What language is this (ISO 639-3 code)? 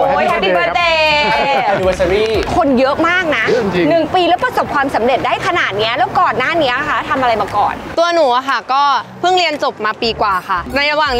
tha